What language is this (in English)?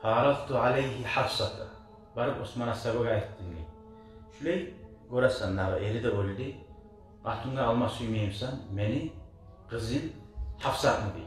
Kumyk